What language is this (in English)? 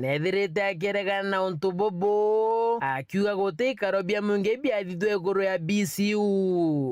Meru